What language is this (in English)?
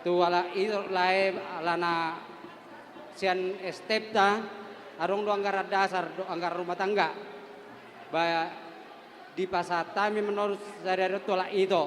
Batak Toba